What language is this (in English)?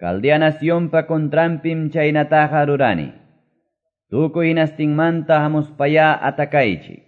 Quechua